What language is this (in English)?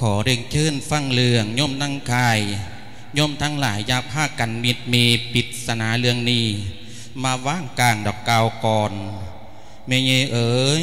Lao